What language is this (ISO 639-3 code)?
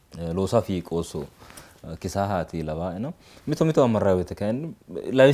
sid